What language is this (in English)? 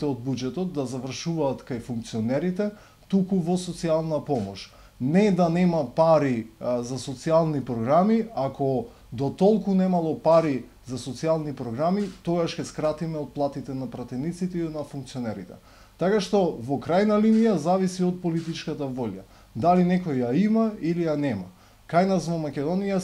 Macedonian